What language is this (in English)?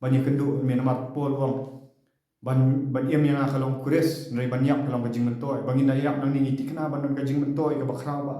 Khasi